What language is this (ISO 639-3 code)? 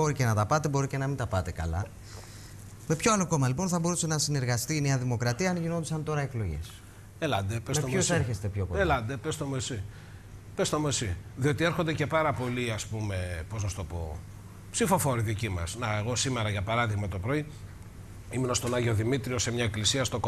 ell